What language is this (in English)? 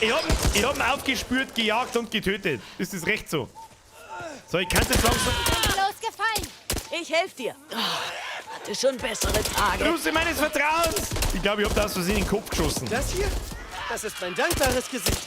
Bavarian